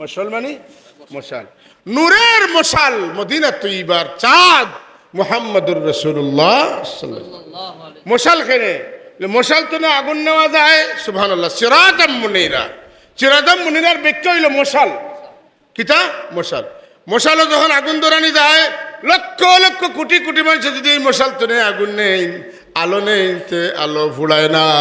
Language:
Sylheti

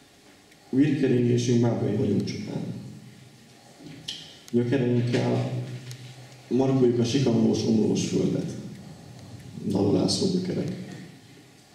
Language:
Hungarian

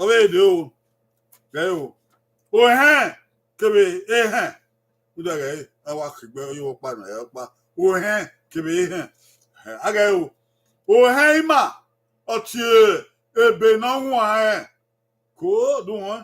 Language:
Bini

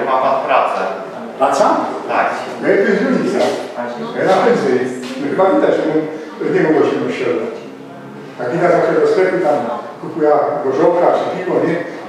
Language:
Silesian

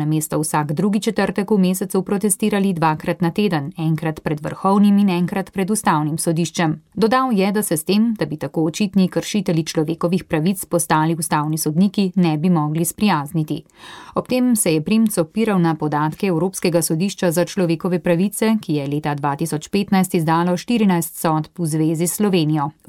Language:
Slovenian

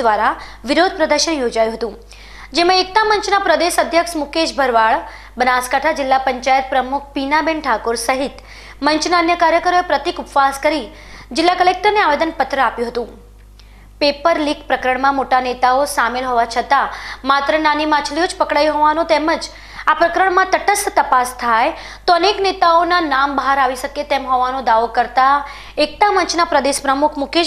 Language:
Gujarati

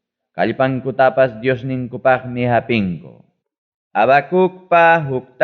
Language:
Ayacucho Quechua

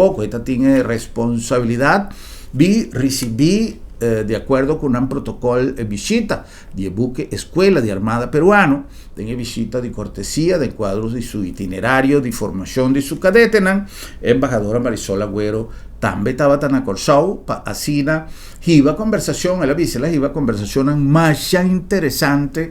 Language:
Papiamento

